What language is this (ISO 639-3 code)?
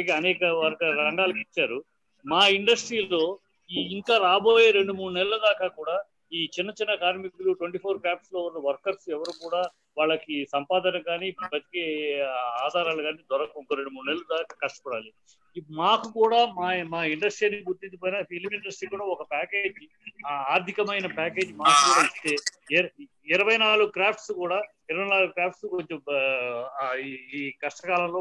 tel